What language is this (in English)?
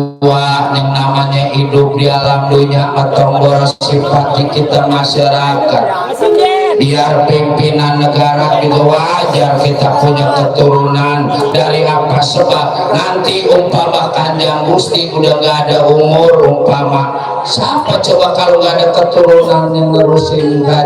Betawi